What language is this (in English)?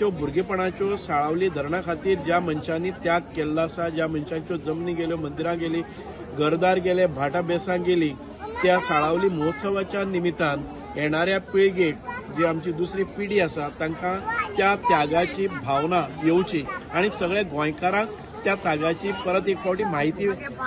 Konkani